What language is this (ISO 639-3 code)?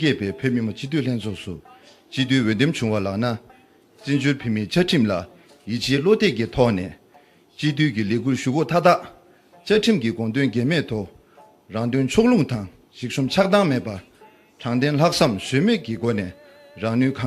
bod